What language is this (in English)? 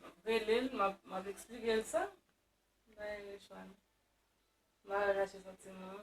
Haitian Creole